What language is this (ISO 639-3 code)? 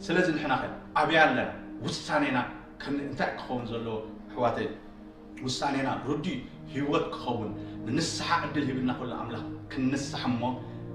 tir